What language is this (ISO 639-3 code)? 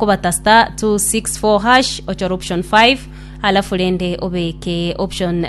guz